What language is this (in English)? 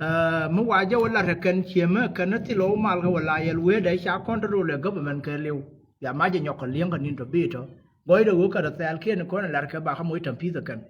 Nuer